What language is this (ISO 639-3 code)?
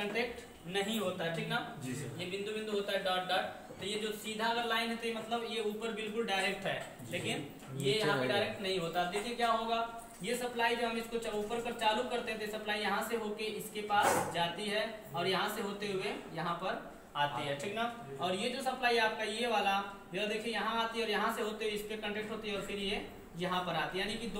hin